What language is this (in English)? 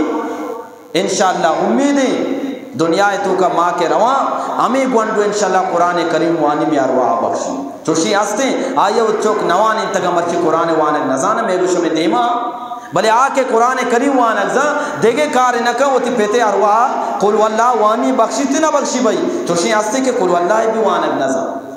Eastern Balochi